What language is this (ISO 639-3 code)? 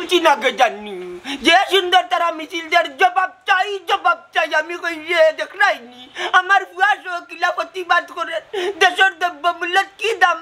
syl